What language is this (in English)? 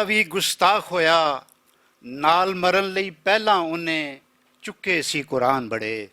Western Panjabi